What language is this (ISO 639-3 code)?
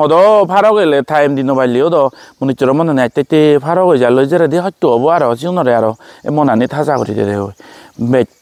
ccp